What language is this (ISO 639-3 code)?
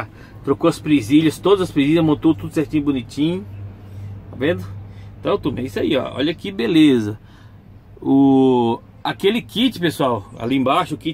por